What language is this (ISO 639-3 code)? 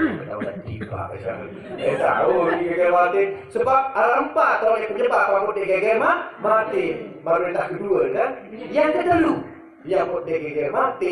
sas